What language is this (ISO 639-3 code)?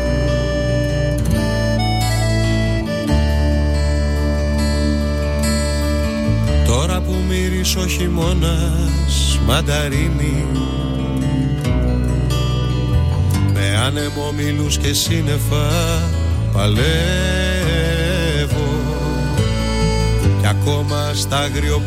ell